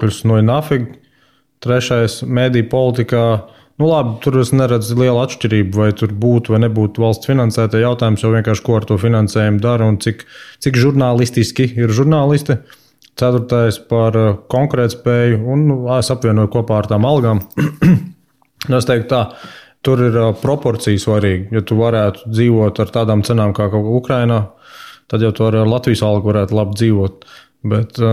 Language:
Latvian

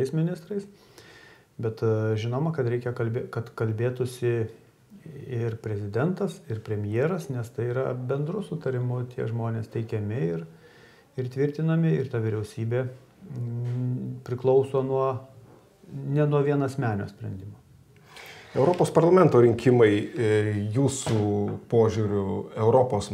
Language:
Lithuanian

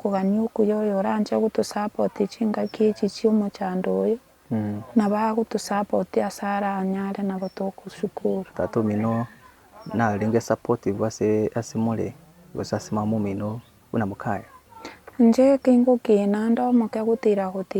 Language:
Gusii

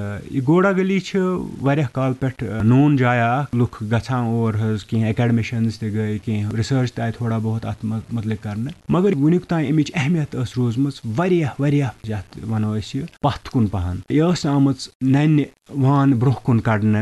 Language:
Kashmiri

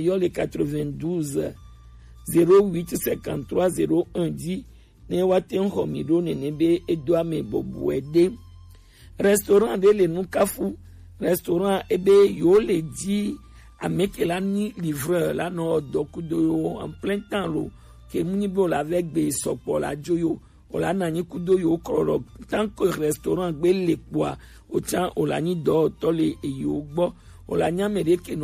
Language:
Gen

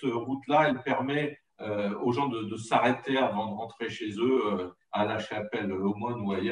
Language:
French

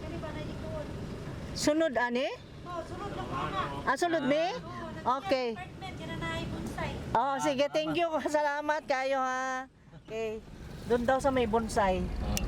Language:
Cebuano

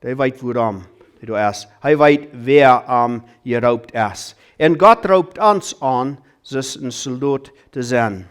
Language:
Plautdietsch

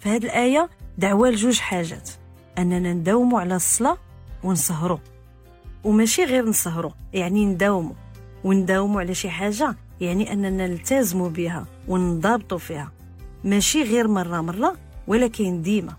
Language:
Moroccan Arabic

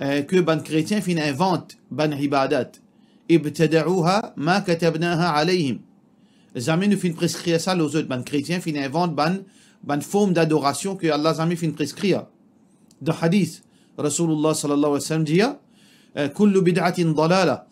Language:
Morisyen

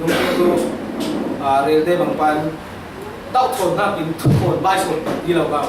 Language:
Falam Chin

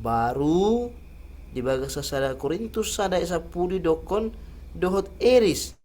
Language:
Batak Toba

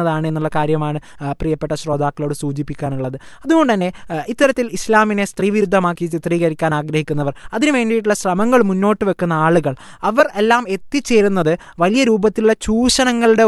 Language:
Malayalam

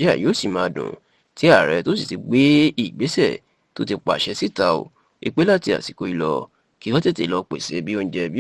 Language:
Yoruba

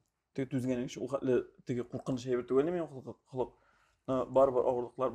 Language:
Tatar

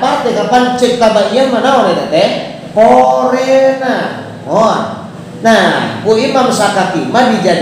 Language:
Sundanese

